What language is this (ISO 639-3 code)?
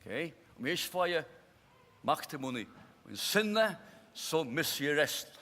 fao